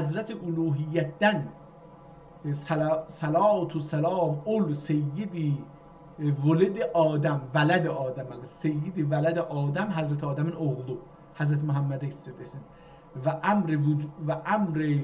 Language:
South Azerbaijani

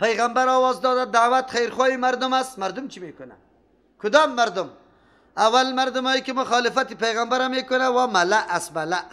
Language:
Persian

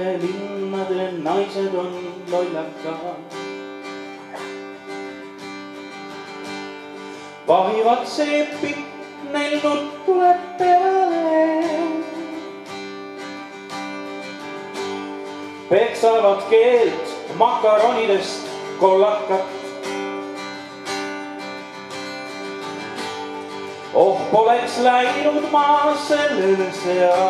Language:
Estonian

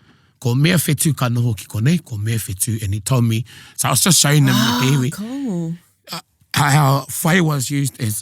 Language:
Māori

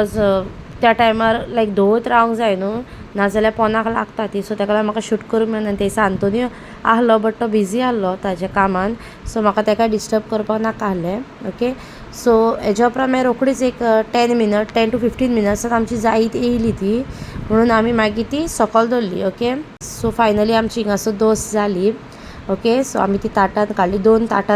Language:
Konkani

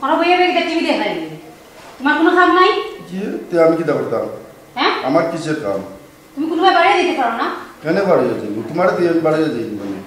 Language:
Sylheti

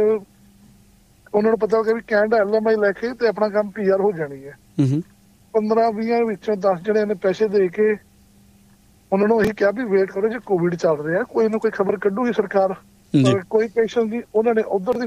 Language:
Punjabi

